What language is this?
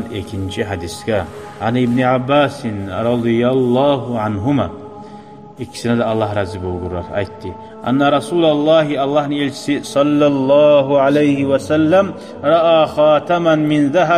Kumyk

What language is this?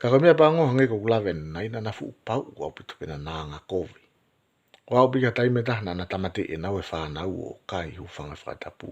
Tongan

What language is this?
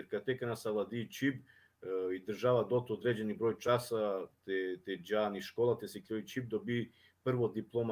Balkan Romani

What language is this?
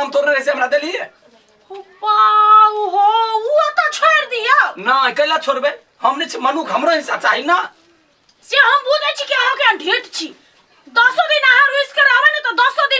Maithili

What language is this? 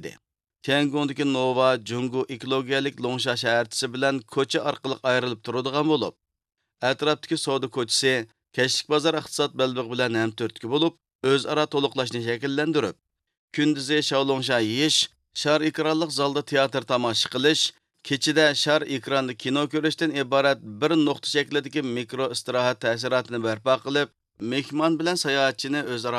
Uyghur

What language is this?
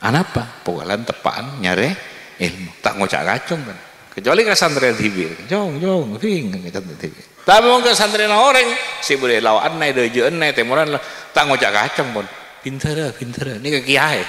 Madurese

